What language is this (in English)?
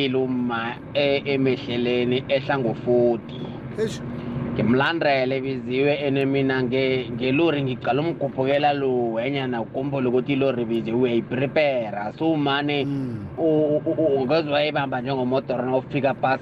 South Ndebele